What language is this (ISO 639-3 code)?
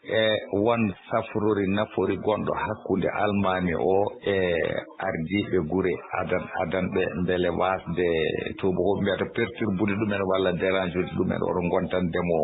ful